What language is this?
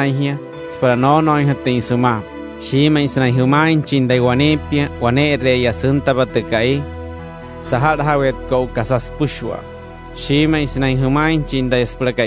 Wayuu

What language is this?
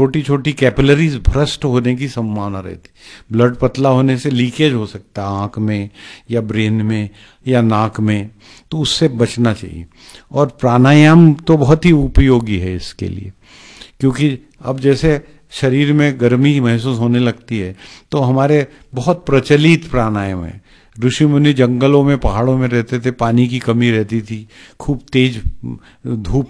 Hindi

